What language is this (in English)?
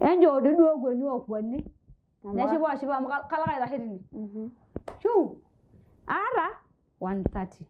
Masai